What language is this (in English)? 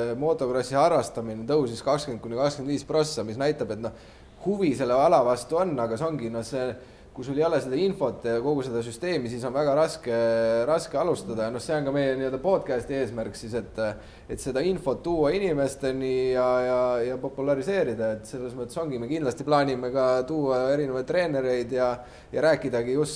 Estonian